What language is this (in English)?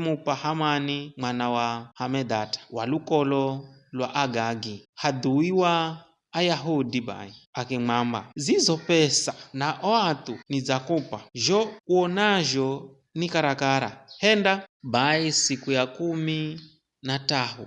Giryama